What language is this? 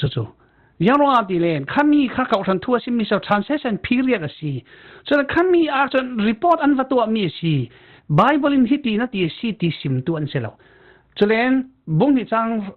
Falam Chin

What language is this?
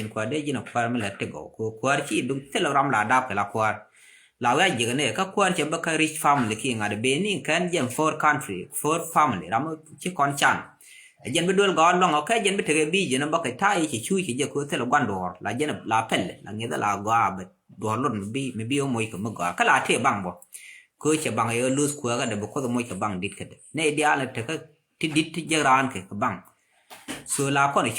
Nuer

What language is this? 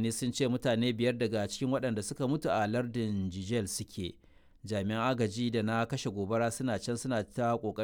Hausa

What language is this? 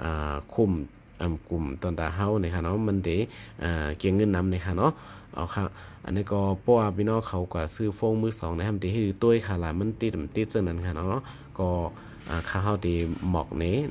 Shan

